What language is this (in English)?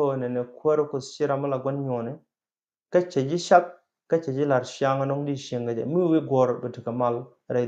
Nuer